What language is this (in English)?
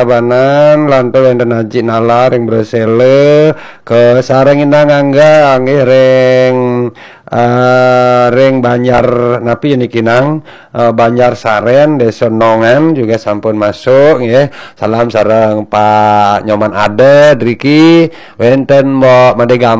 Balinese